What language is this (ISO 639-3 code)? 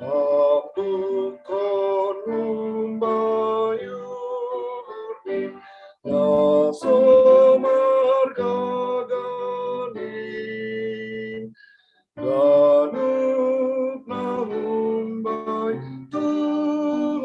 bts